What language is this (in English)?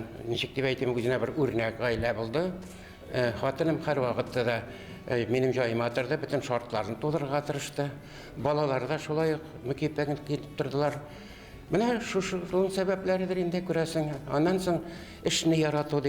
Tatar